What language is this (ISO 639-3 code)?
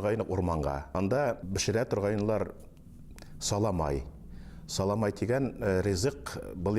bak